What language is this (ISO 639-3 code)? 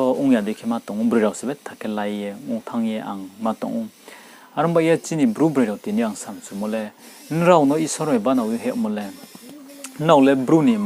ria